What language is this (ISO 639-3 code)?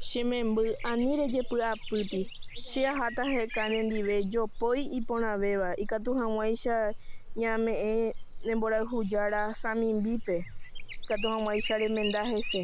grn